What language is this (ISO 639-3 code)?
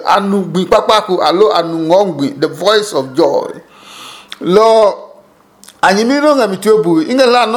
ada